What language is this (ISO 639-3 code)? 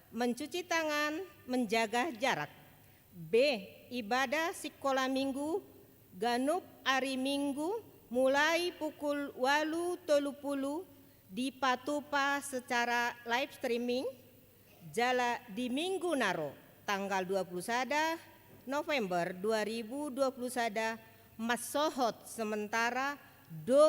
bbc